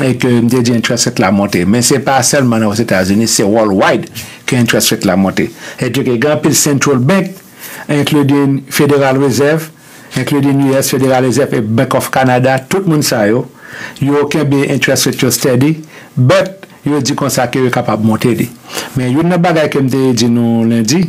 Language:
Haitian Creole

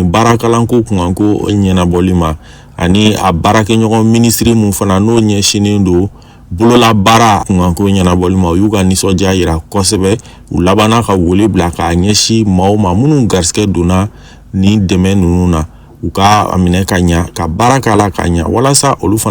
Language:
Bambara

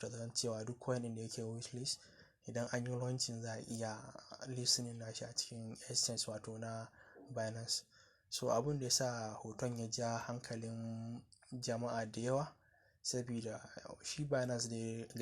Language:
Hausa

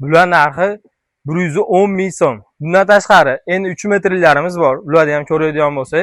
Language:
Uzbek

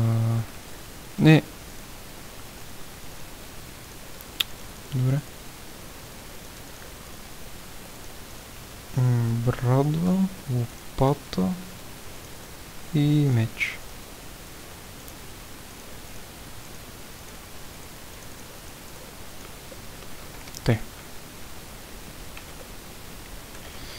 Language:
Bulgarian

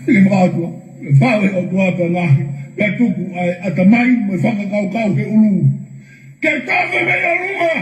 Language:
Tongan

